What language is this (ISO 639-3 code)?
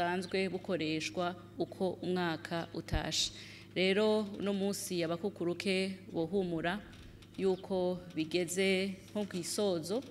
run